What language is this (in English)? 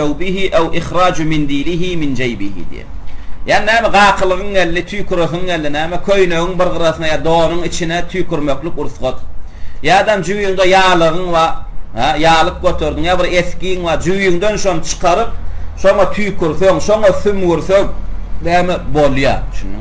Turkmen